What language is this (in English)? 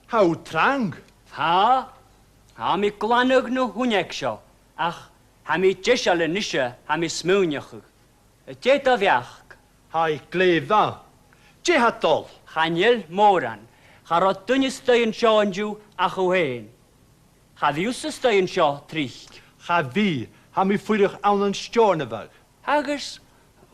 Scottish Gaelic